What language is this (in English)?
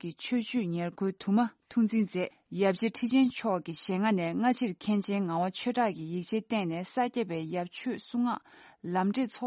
Tibetan